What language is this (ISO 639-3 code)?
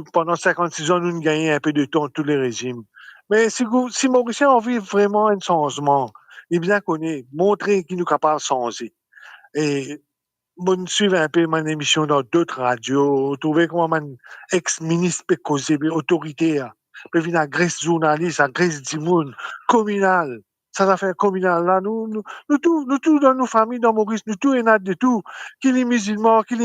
mfe